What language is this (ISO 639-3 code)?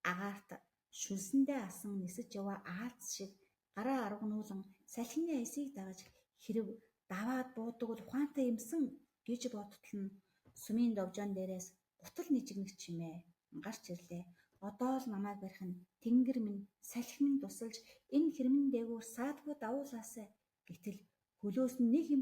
mon